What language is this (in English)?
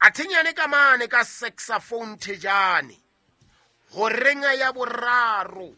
Southern Sotho